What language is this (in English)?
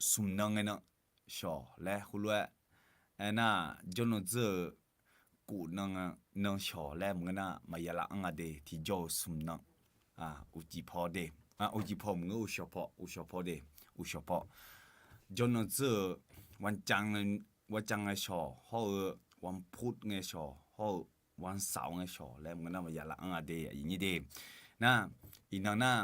Akha